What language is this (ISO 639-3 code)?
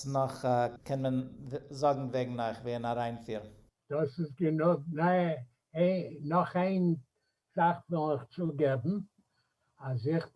yid